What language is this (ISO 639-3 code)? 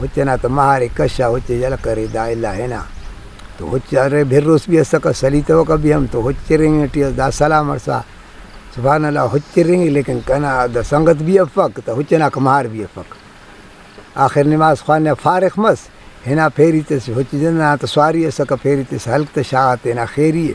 brh